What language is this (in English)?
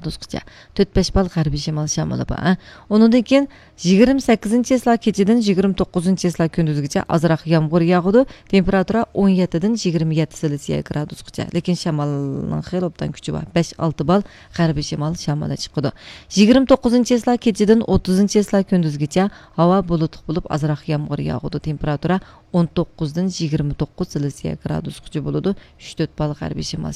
Uyghur